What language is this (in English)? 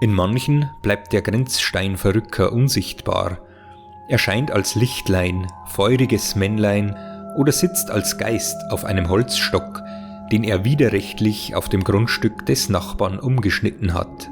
Bavarian